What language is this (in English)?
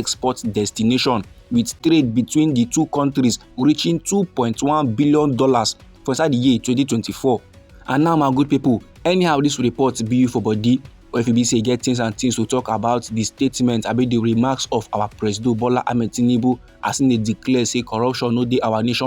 Nigerian Pidgin